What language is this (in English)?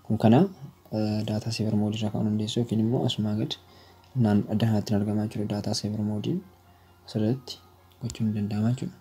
Oromo